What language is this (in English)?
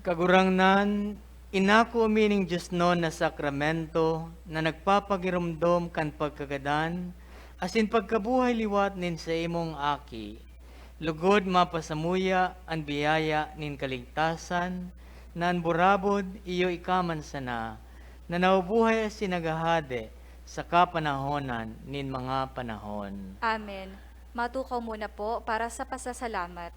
Bikol